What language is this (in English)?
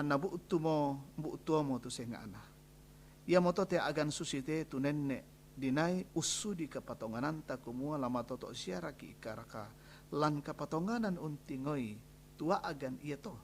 Toraja-Sa'dan